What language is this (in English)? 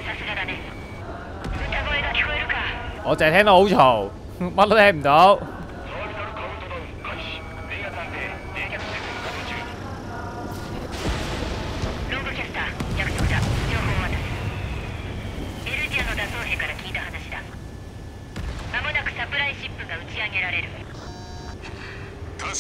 Cantonese